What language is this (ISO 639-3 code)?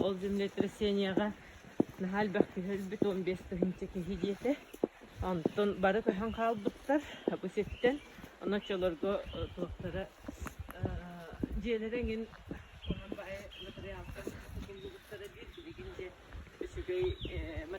sah